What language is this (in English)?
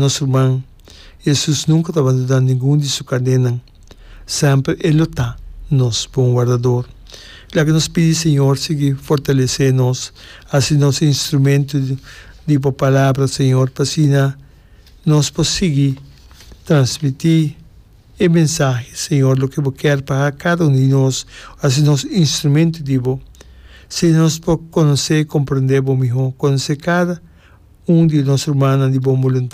Papiamento